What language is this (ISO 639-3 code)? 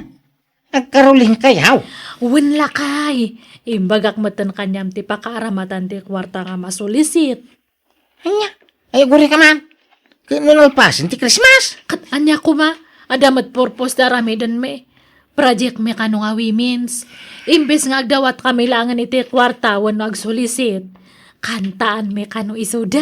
ilo